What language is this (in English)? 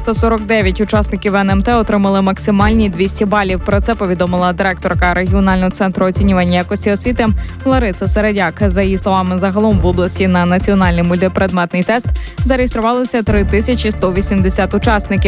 Ukrainian